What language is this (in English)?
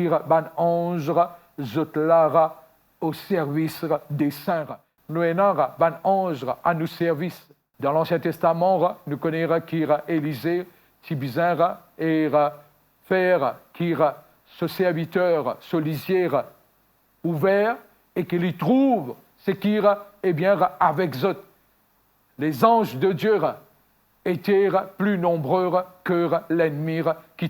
Morisyen